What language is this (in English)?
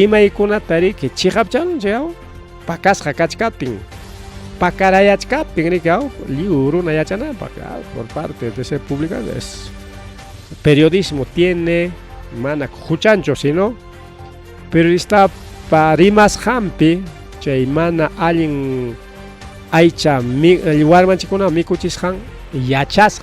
Ayacucho Quechua